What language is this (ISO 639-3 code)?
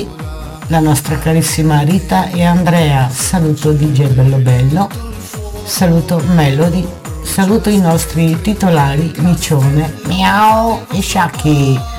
ita